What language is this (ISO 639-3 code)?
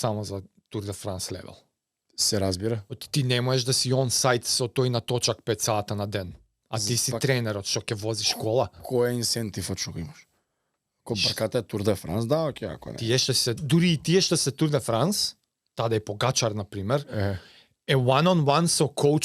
mkd